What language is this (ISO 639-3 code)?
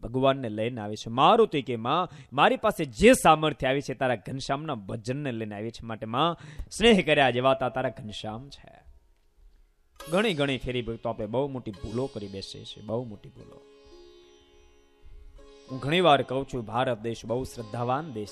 guj